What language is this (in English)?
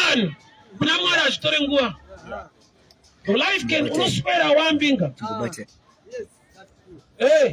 Shona